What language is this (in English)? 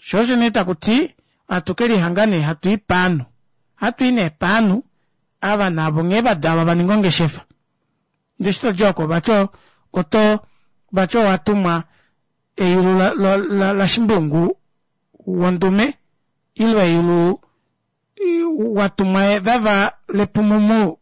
Kuanyama